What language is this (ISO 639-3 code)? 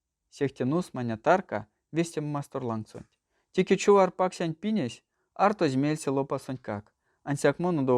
myv